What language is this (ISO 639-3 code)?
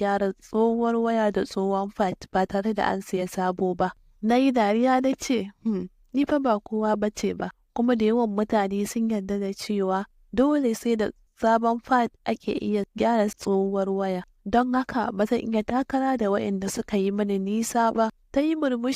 hau